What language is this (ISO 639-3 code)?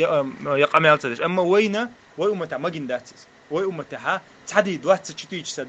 che